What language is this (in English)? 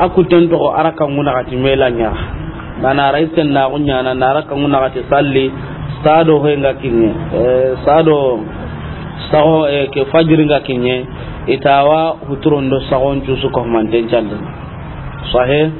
Soninke